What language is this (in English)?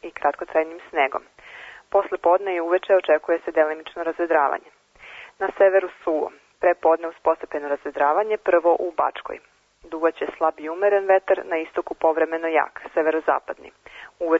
Serbian